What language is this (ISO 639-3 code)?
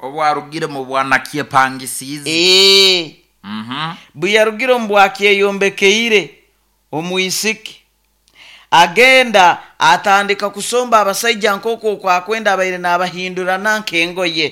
nyo